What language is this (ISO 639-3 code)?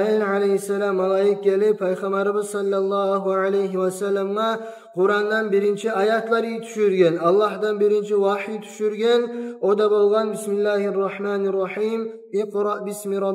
kum